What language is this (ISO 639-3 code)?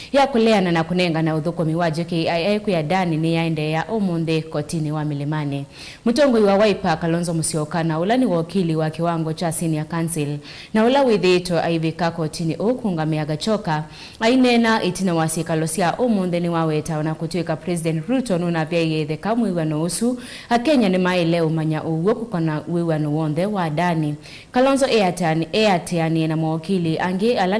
kam